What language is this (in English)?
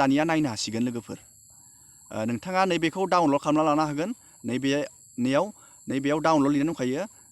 Bodo